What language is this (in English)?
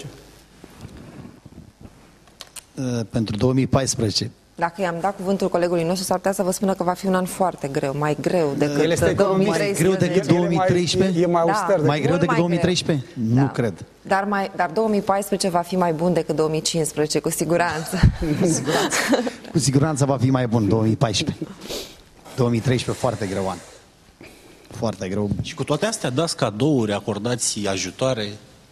Romanian